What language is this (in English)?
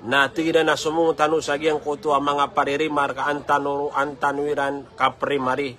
Maranao